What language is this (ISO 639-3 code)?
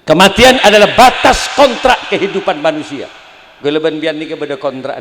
mad